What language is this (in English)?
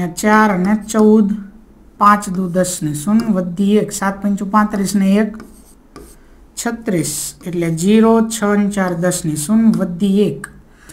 Gujarati